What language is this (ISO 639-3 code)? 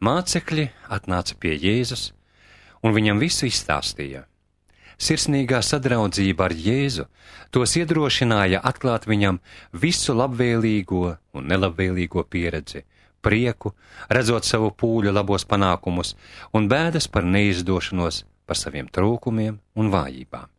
lav